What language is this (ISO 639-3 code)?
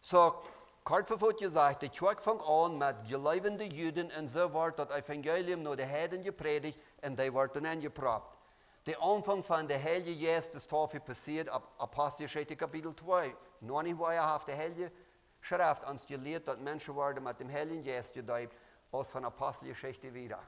pdt